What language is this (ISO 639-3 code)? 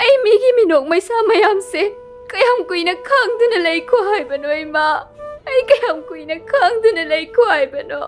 mni